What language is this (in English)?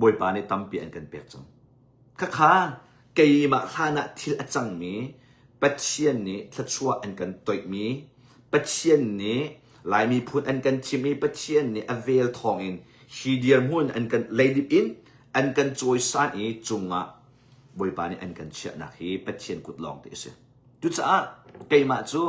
Hakha Chin